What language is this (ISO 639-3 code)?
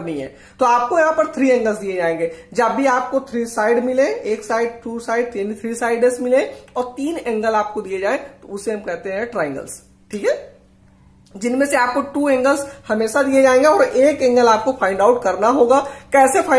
hin